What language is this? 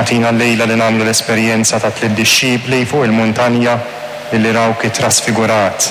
Maltese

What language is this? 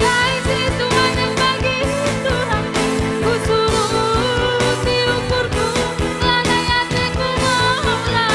Batak Karo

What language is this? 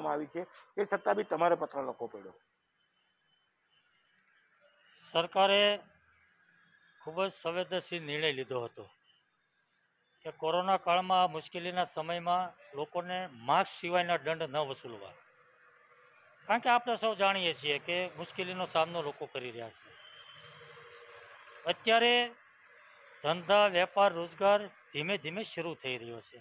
Gujarati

